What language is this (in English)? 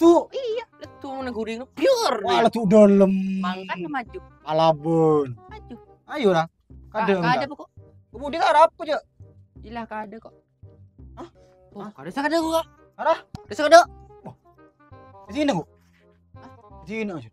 Madurese